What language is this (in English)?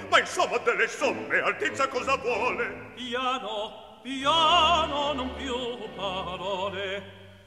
Italian